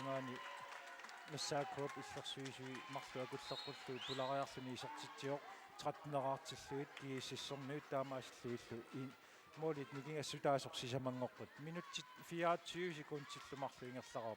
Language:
Kalaallisut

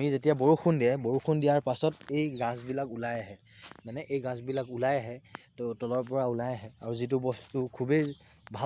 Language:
Assamese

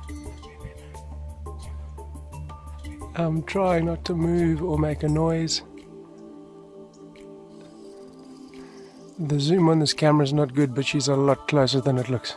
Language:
English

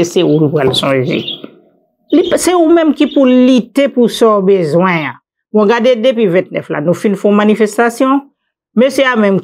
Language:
Haitian Creole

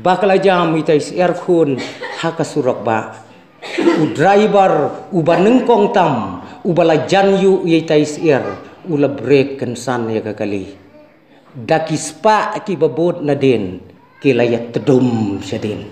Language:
Khasi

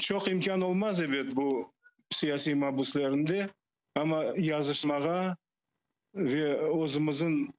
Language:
Crimean Tatar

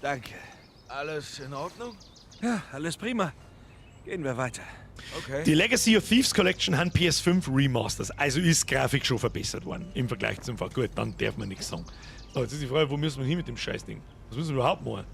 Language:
Bavarian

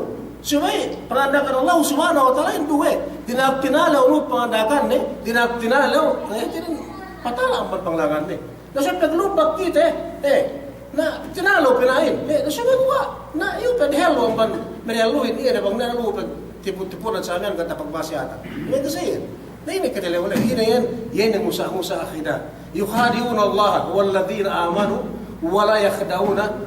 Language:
Yakan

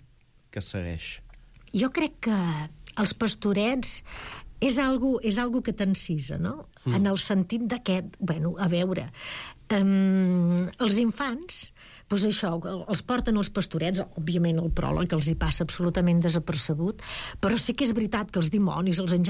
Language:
Catalan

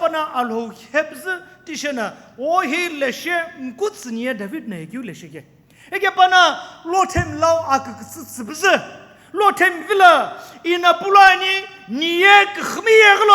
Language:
Sumi Naga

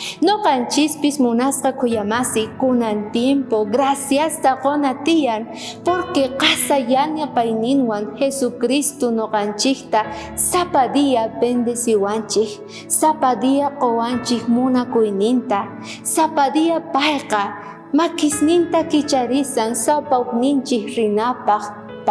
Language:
South Bolivian Quechua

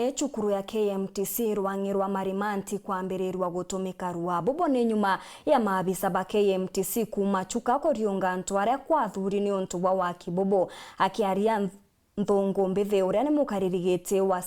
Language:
Meru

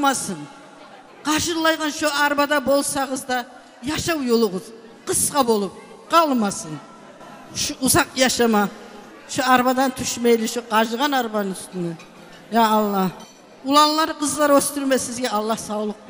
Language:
Kumyk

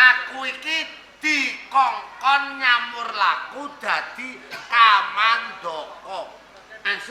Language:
Javanese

